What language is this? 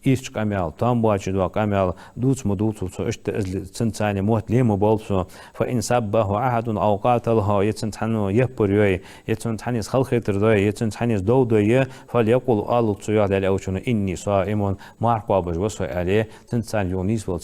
Ingush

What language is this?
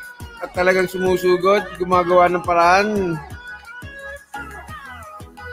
Filipino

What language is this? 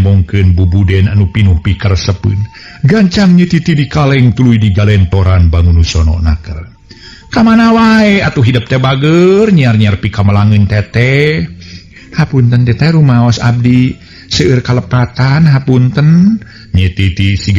Sundanese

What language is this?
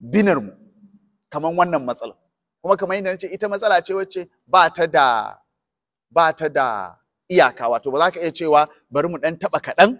Hausa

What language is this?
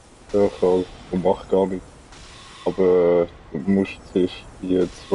Swiss German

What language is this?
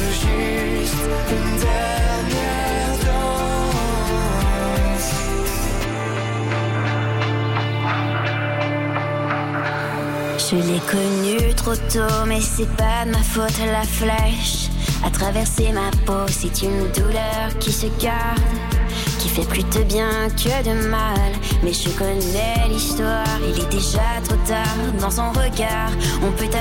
French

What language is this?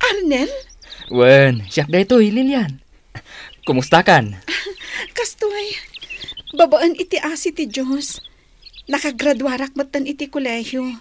Iloko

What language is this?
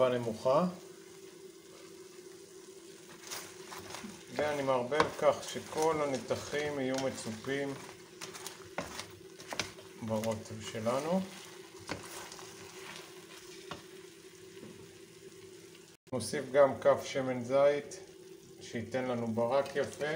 Hebrew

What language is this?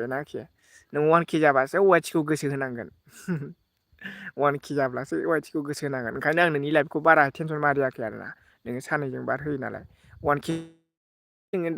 Bodo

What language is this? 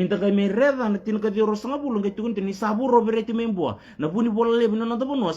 Fijian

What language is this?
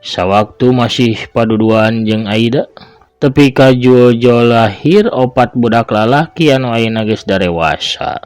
Sundanese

